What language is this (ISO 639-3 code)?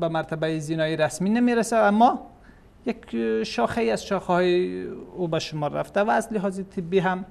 fas